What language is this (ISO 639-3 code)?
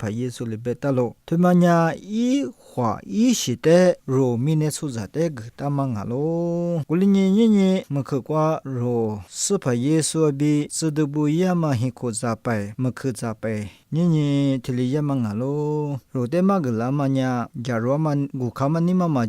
lis